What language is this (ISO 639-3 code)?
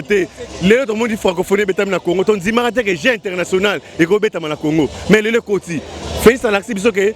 lin